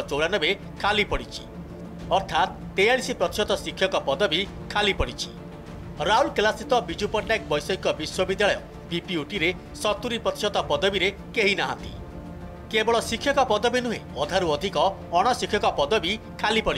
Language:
Odia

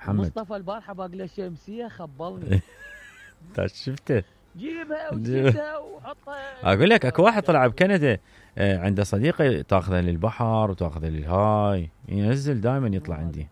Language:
Mesopotamian Arabic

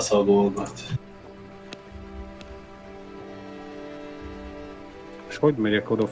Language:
Hungarian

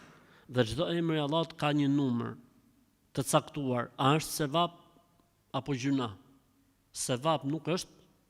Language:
Albanian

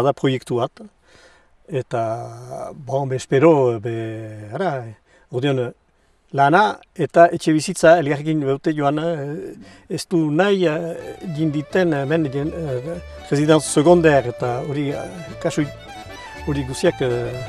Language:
Basque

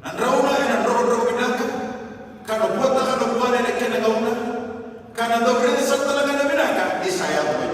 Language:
Fijian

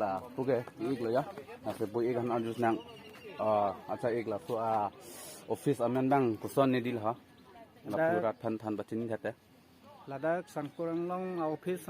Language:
Karbi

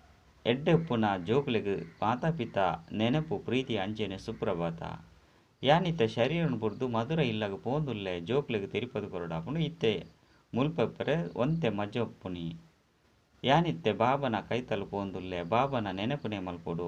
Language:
Tulu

